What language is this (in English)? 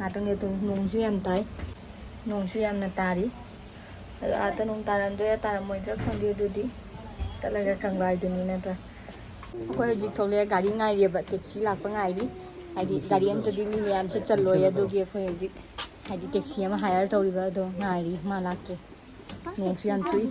Manipuri